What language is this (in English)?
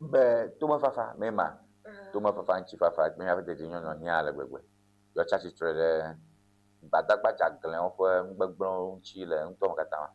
Ewe